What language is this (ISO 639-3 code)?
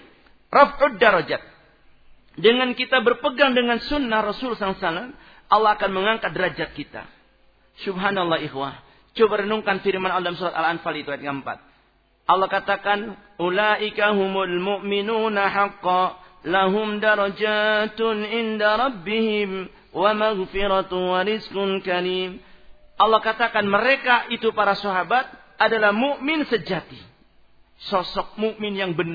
ind